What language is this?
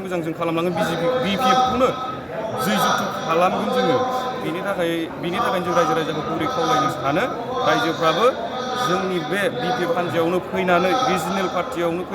Bodo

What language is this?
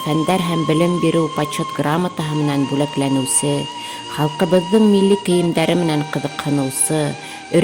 Bashkir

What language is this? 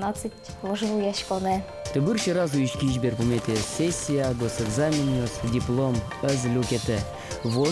Udmurt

